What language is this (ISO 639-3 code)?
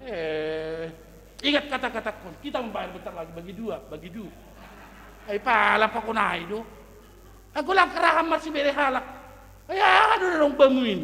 bts